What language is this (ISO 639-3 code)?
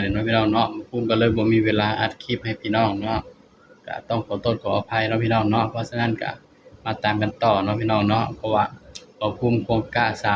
tts